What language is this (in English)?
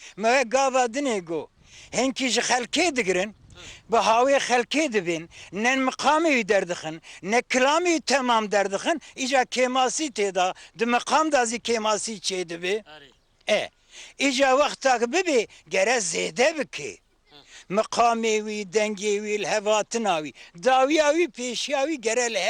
Kurdish